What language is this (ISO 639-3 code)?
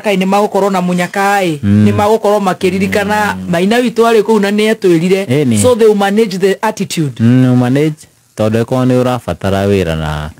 kik